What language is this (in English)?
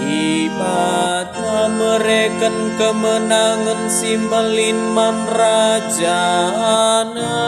Batak Karo